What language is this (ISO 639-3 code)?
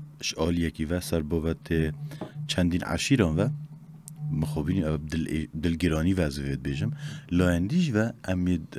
kur